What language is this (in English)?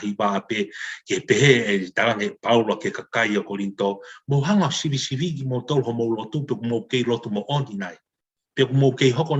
Tongan